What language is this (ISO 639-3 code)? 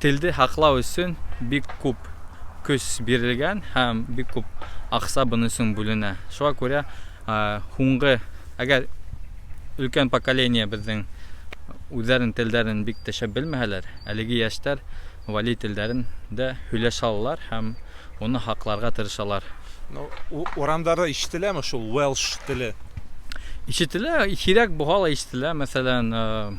bak